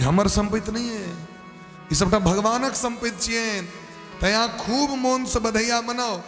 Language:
Maithili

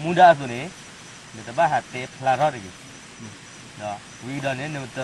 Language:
S'gaw Karen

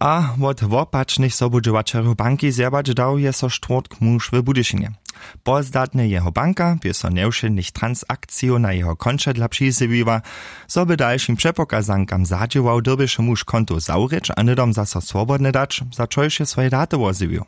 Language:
Upper Sorbian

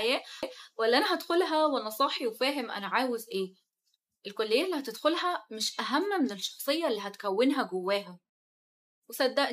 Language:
Egyptian Arabic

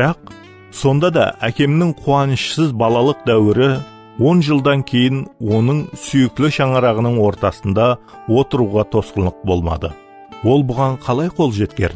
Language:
Kara-Kalpak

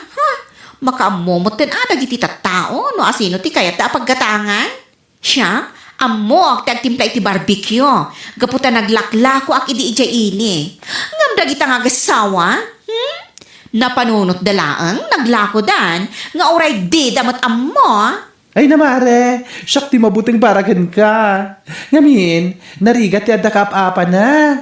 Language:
Iloko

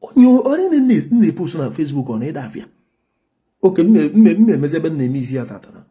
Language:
Igbo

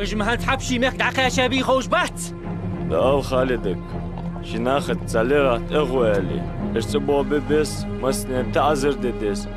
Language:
Ingush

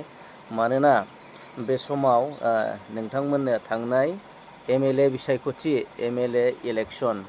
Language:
Bodo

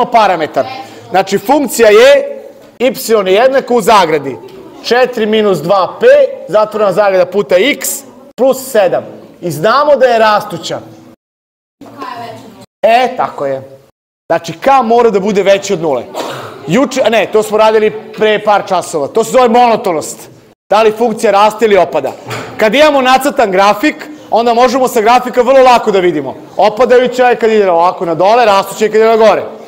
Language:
Serbian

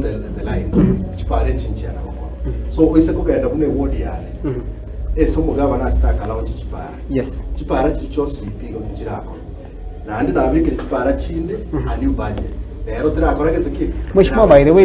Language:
Gusii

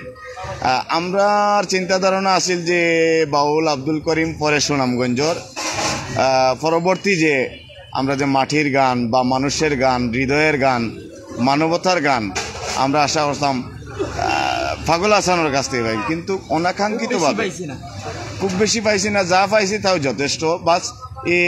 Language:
Sylheti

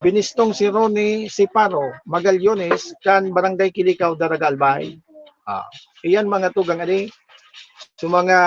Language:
Bikol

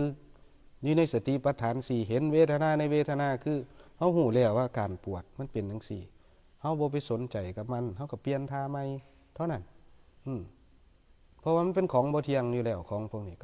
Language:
Northeastern Thai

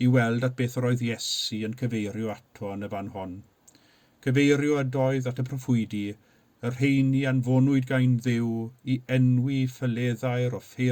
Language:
Welsh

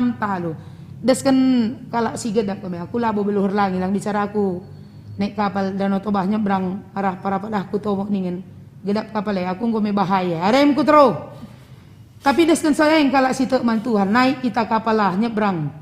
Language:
Batak Karo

